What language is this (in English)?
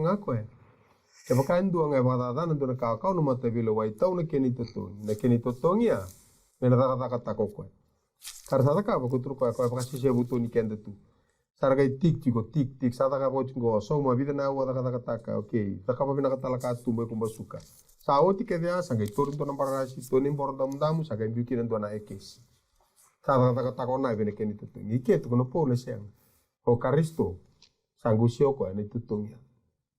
Fijian